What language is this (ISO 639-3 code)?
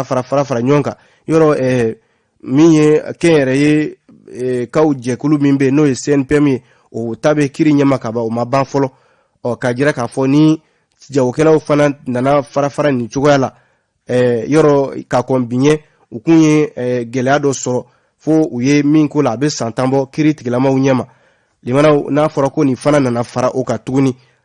bam